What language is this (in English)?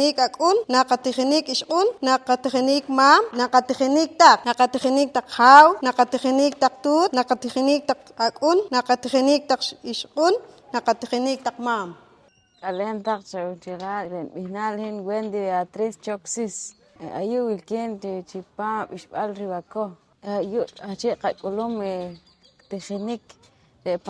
Poqomchi'